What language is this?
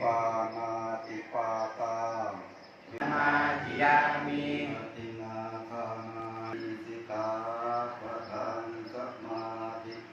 Pali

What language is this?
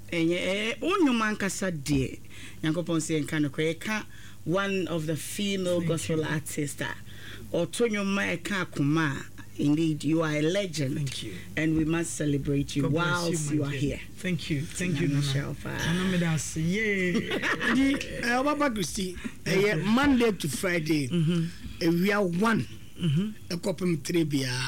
Akan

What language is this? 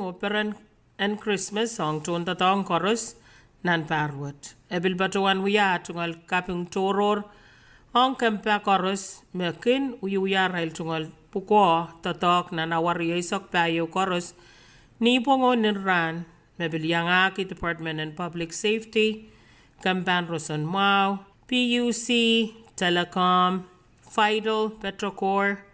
Pohnpeian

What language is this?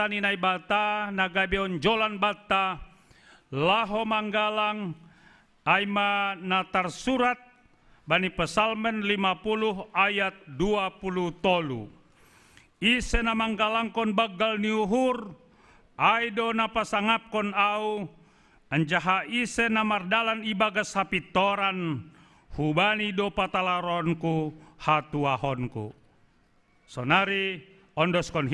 Batak Simalungun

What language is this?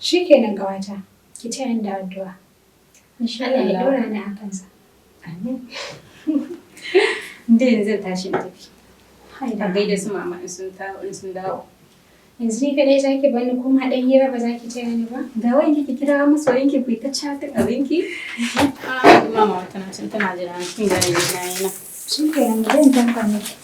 Hausa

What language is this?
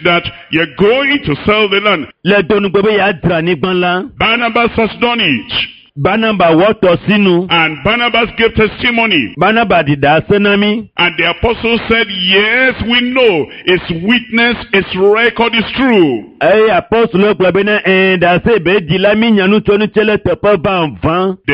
Ewe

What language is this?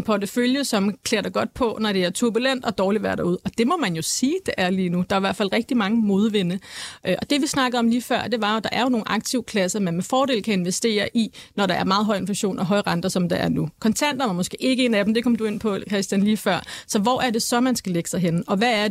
Danish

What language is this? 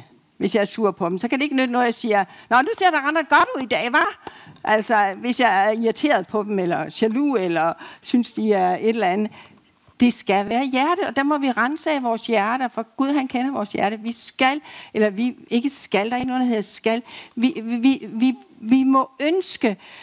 Danish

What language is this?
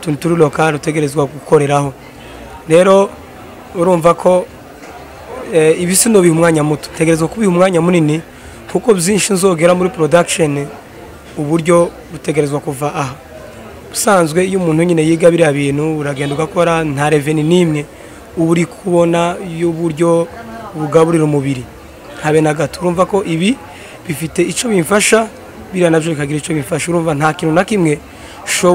Kinyarwanda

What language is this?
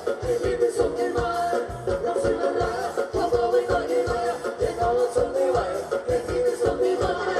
Thai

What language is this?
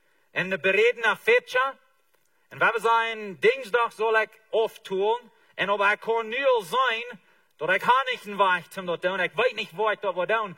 Plautdietsch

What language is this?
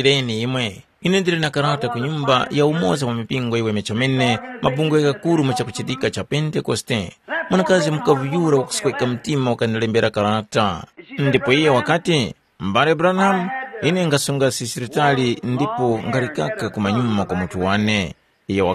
Tumbuka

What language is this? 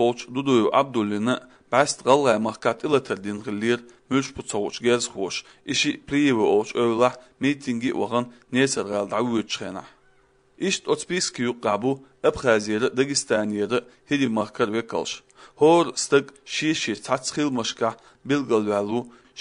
Chechen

